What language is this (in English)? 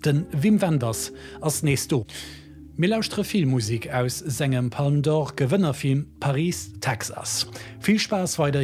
Luxembourgish